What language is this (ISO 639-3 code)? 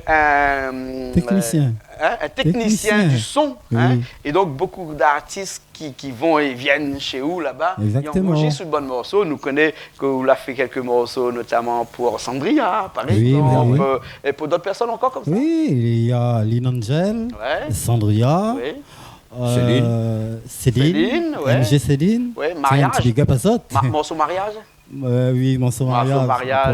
rcf